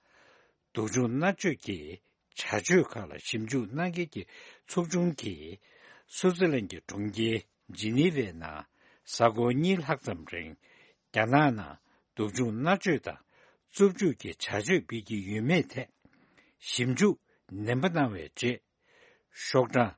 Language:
Tibetan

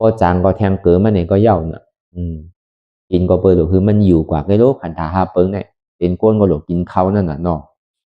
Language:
Shan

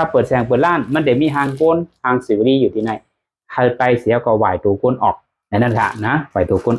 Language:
Shan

